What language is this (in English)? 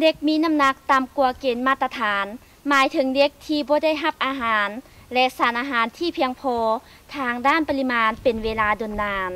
Lao